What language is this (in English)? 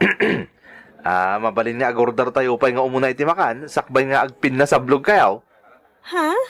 Iloko